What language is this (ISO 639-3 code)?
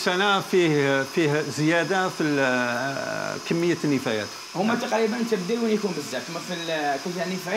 arq